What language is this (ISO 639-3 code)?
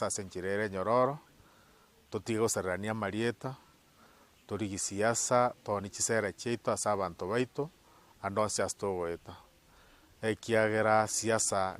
guz